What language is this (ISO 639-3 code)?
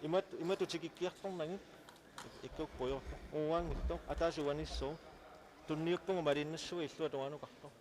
kal